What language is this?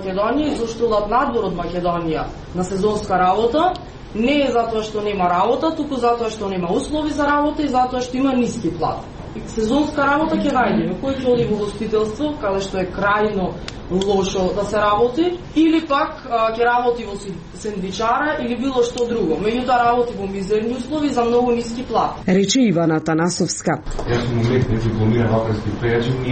Macedonian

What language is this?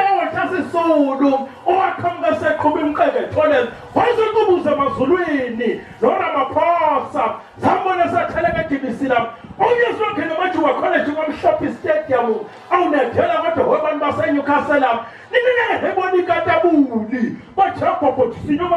Zulu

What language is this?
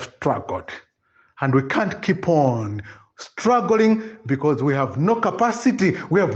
Nyanja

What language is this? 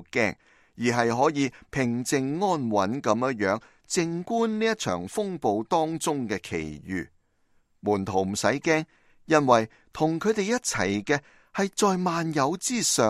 Cantonese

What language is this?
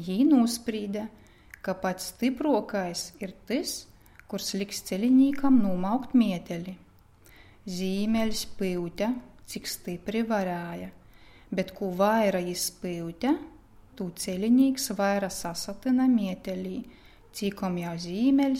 Latgalian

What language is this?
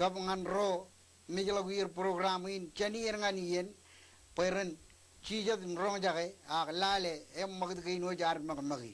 Marshallese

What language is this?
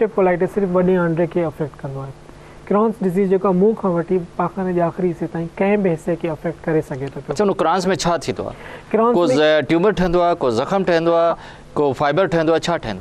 Sindhi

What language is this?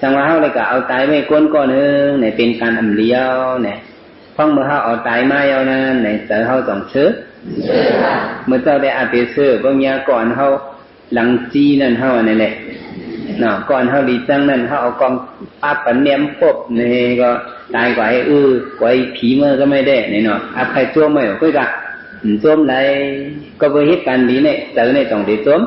Shan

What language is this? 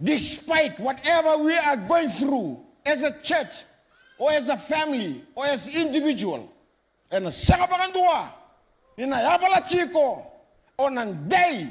Fijian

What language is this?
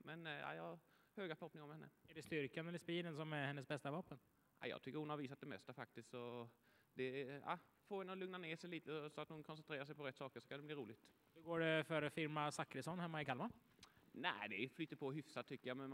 Swedish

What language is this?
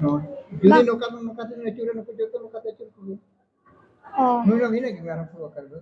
Santali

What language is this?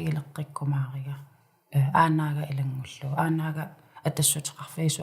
Kalaallisut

